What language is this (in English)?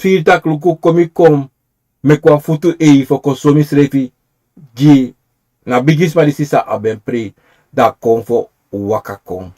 Sranan Tongo